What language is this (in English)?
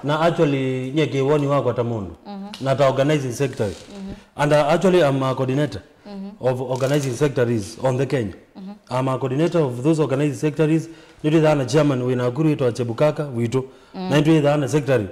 Kamba